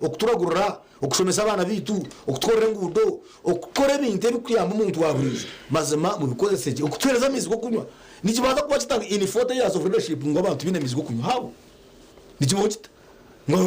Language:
Nyankole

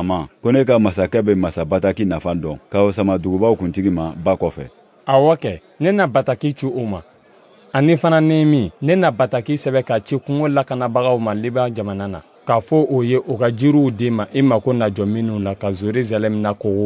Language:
Bambara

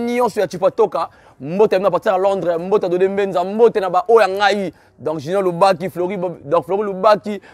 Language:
Lingala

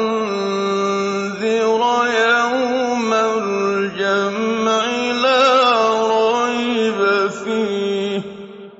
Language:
Arabic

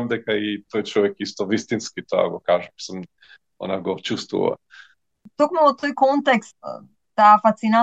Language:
Macedonian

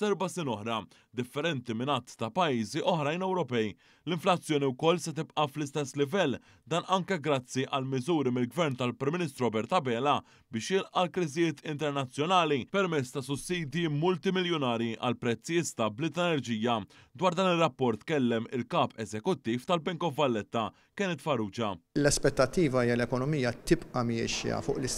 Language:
Maltese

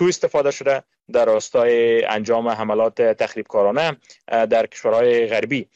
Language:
Persian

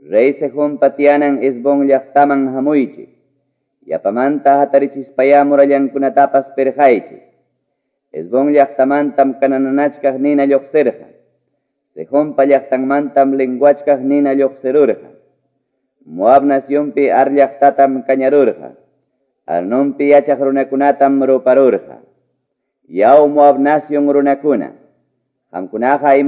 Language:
Quechua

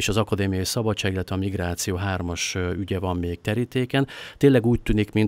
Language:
Hungarian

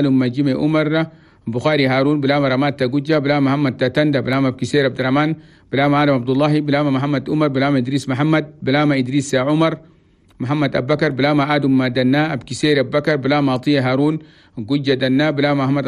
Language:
Chadian Arabic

